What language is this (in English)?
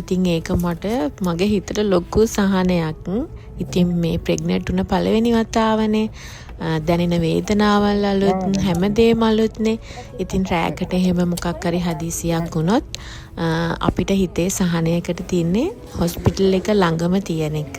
Sinhala